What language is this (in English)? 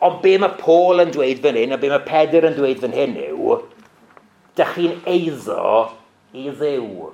Welsh